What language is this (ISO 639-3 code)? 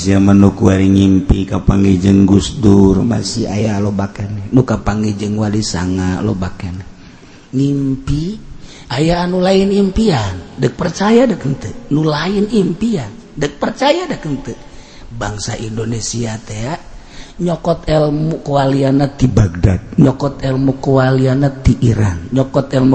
sun